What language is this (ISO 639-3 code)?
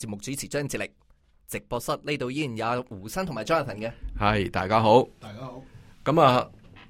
yue